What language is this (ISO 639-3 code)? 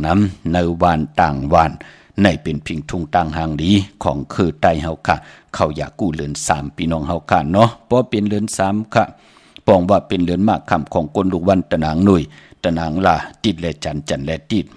shn